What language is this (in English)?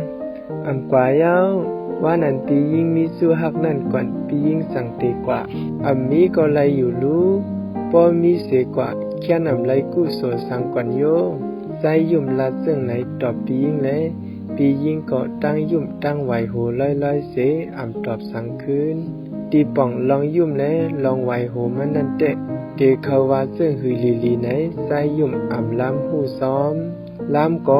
Shan